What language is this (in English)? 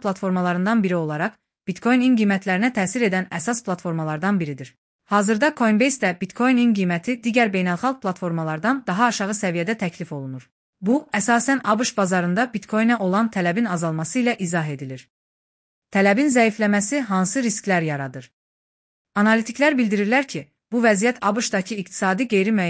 Azerbaijani